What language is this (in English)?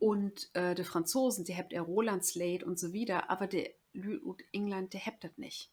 Low German